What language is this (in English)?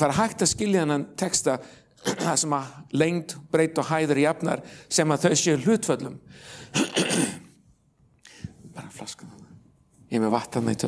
Icelandic